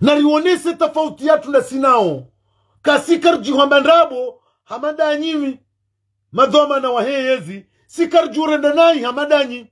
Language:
Ngazidja Comorian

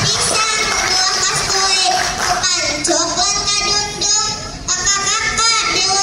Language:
Banjar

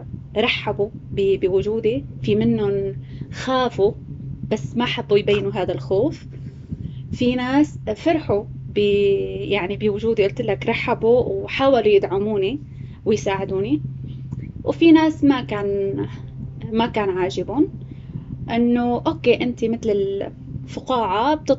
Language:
North Levantine Arabic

